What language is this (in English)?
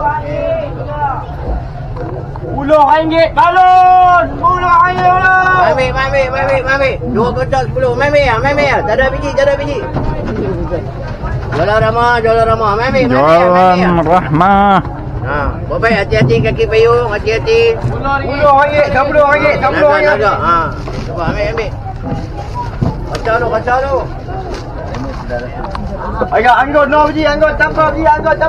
Malay